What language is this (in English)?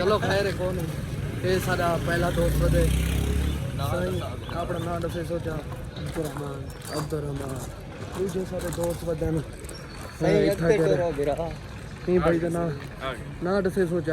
Saraiki